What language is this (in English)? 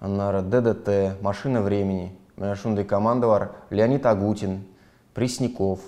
Tatar